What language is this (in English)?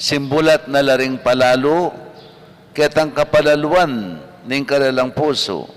Pampanga